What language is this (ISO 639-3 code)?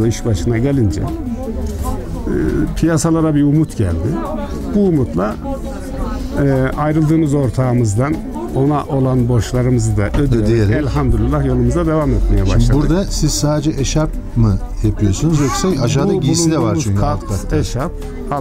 tur